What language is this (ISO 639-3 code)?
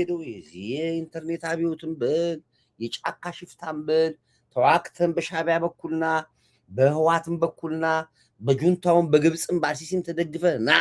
amh